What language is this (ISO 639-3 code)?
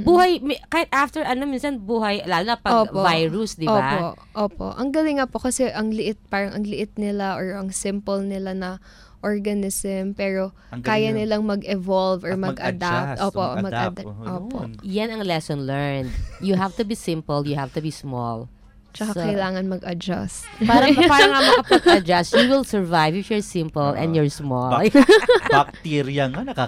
fil